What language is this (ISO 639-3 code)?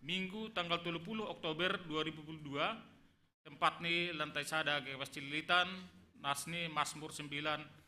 bts